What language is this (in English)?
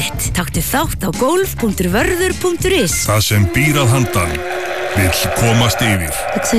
Icelandic